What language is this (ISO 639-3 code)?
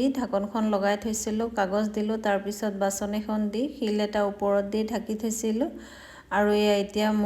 asm